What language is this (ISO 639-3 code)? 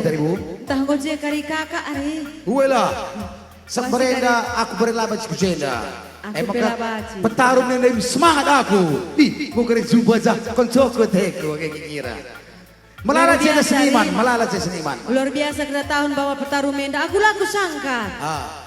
btx